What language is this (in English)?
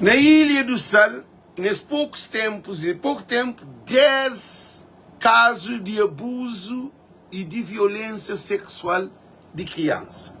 Kabuverdianu